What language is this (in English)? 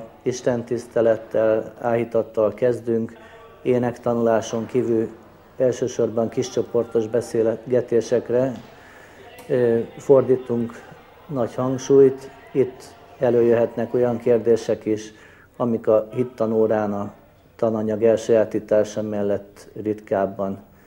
Hungarian